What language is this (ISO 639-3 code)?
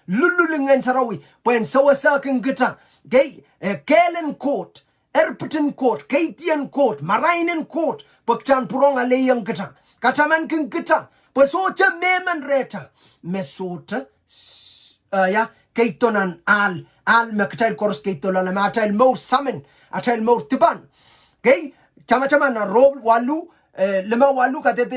pon